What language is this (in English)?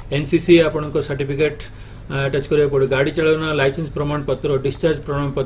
Odia